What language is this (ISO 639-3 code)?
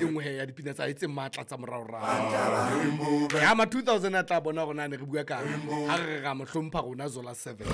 sot